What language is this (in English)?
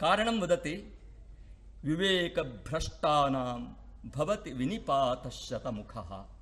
Sanskrit